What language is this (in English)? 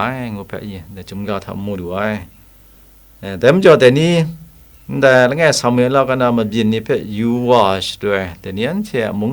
Kachin